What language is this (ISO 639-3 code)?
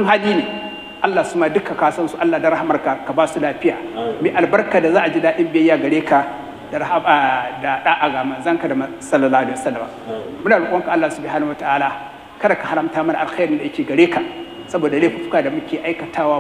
hau